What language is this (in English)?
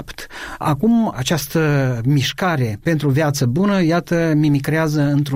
Romanian